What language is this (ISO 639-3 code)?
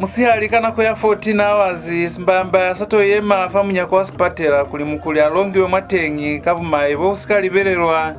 loz